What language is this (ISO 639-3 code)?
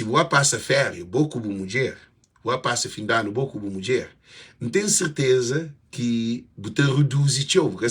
kea